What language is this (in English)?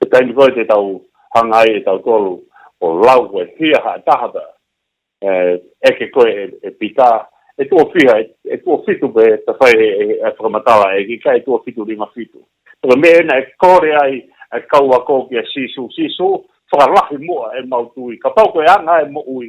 Tongan